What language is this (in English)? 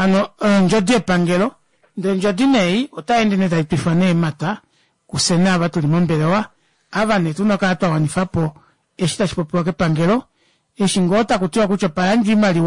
Kuanyama